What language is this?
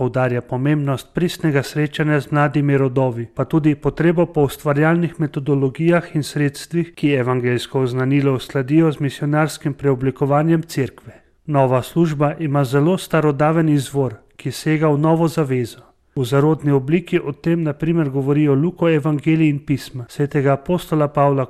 Slovenian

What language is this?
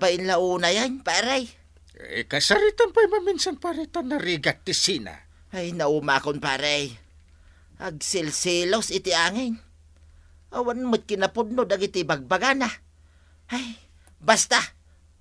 Iloko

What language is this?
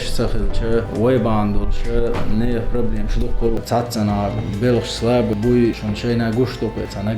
Chechen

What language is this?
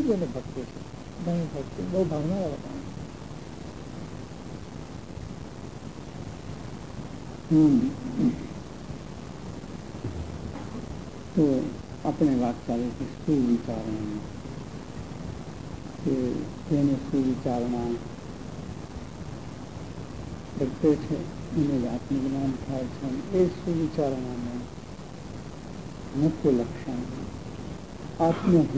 Gujarati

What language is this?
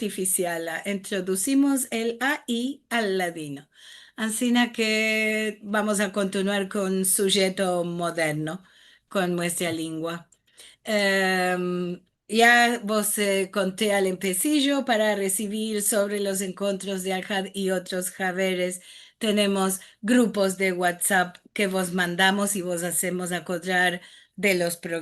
Ladino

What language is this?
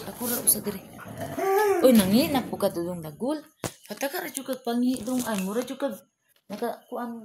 Cebuano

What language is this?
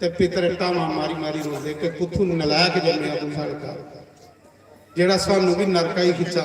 Dogri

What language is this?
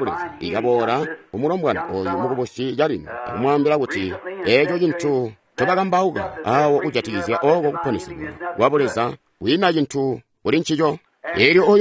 Tonga (Zambia)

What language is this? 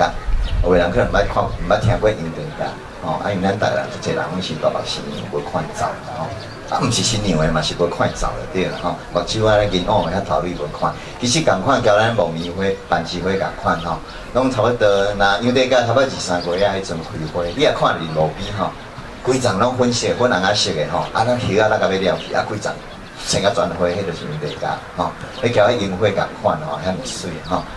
Min Nan Chinese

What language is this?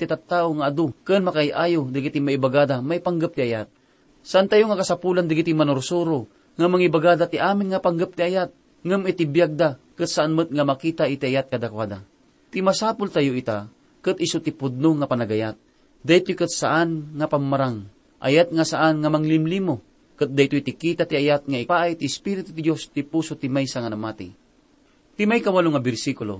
Iloko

